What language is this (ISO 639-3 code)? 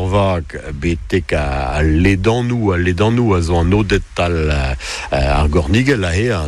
bre